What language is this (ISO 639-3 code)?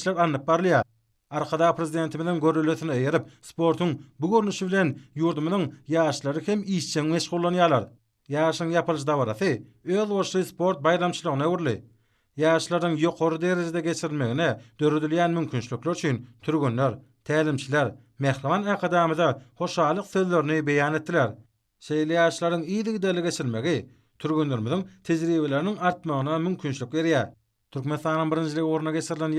tuk